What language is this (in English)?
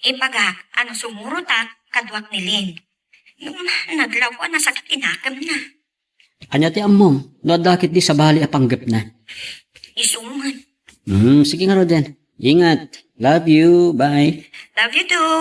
Iloko